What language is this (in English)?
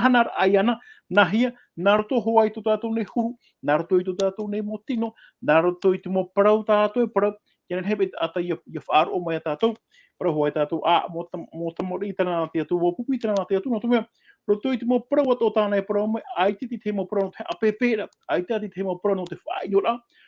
Tahitian